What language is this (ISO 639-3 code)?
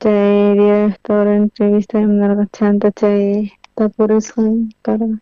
quh